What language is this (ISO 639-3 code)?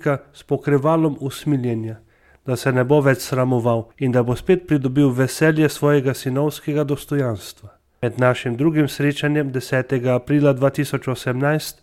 slv